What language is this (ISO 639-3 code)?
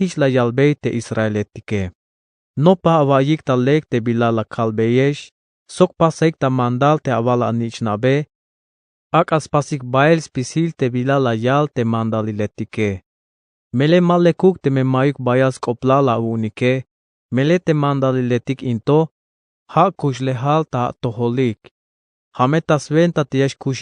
tzh